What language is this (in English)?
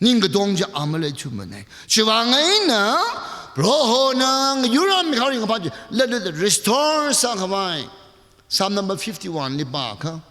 Tangkhul Naga (India)